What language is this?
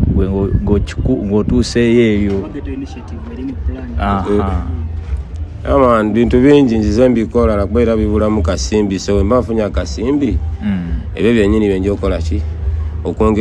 Ganda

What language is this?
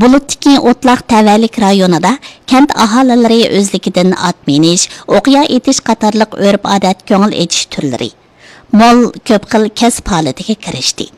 Uyghur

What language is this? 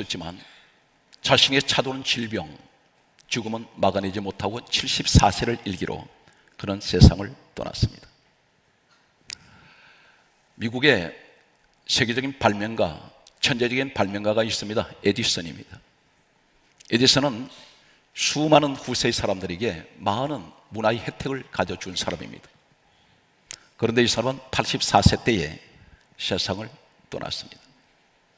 Korean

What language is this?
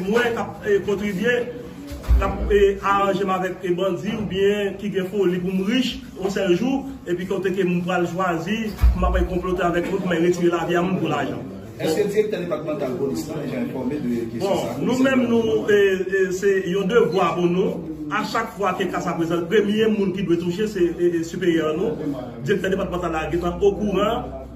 Haitian Creole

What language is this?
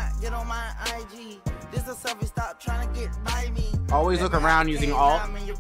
English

